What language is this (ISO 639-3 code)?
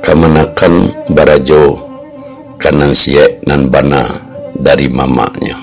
min